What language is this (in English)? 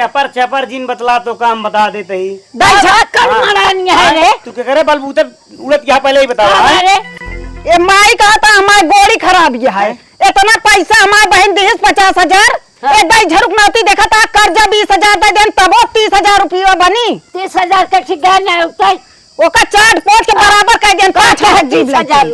Awadhi